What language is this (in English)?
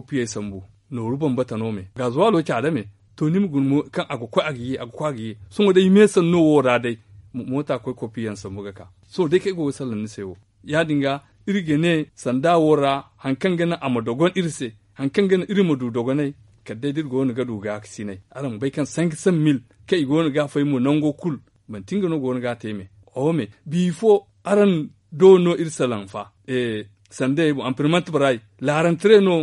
Zarma